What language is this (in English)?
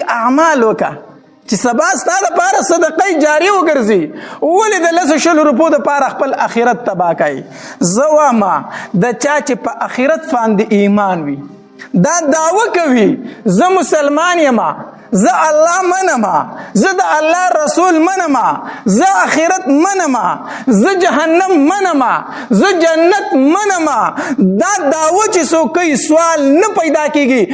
Pashto